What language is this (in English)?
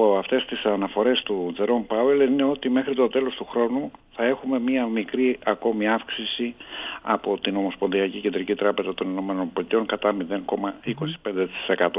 Greek